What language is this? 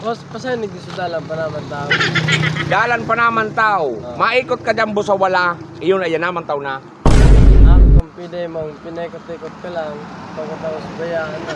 Bikol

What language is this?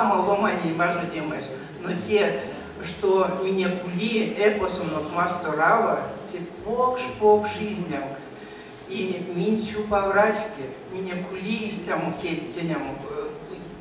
Erzya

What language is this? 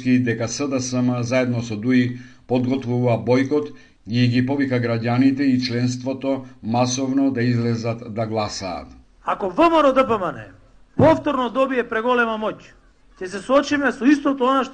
Macedonian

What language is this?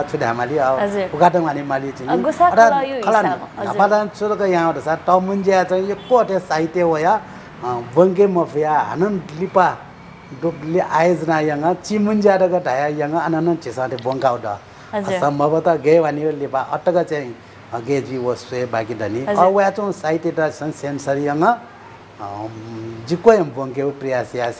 Newari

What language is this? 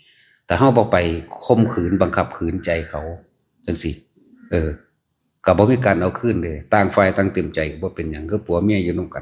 Northeastern Thai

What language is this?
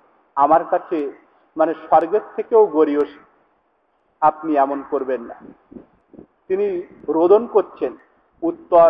Bangla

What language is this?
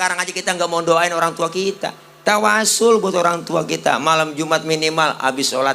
Betawi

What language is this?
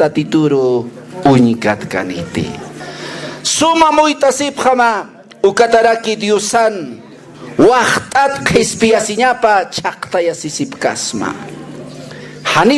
Aymara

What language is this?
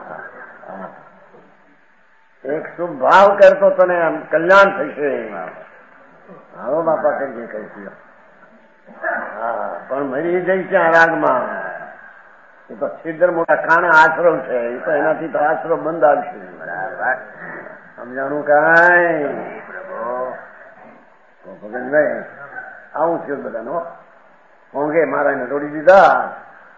Gujarati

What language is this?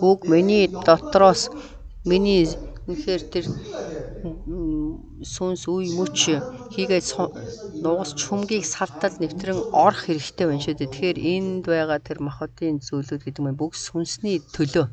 Mongolian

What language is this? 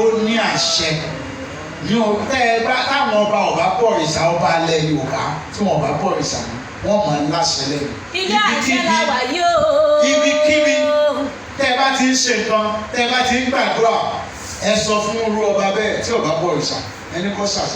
Yoruba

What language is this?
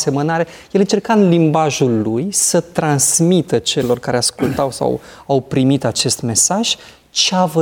Romanian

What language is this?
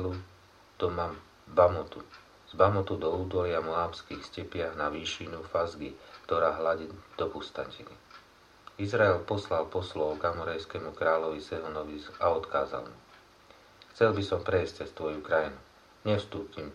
Slovak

